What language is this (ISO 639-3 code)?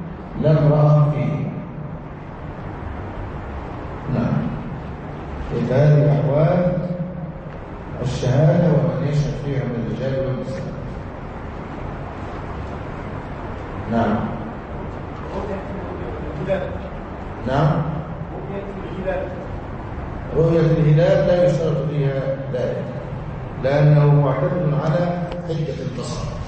ara